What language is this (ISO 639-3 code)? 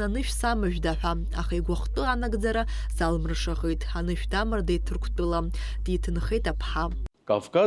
abk